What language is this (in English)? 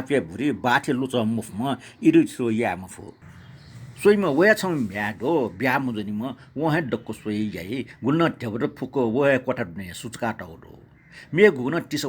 Newari